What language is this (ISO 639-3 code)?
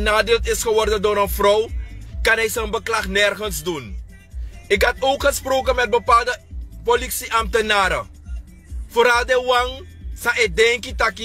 srn